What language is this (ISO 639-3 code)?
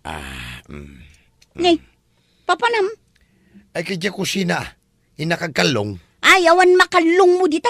ilo